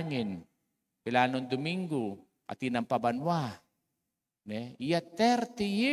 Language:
Pampanga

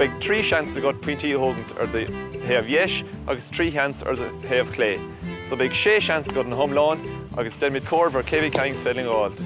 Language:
Irish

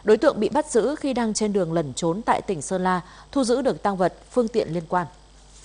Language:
Vietnamese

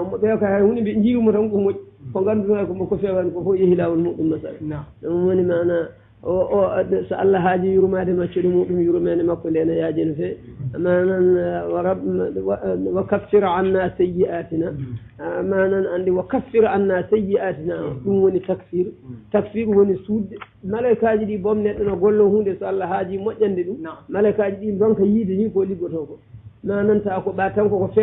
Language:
Fula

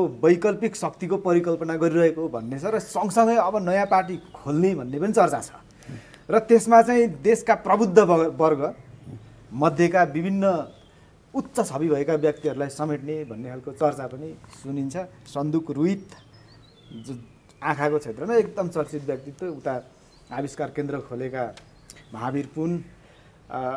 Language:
Nepali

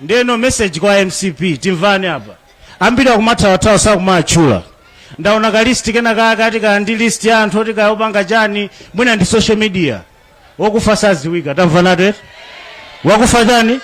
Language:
Nyanja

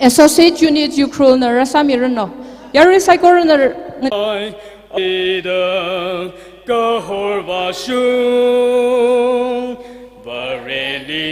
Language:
Tangkhul Naga (India)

